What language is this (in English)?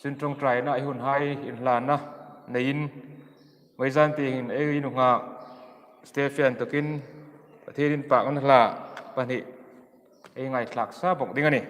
Hmar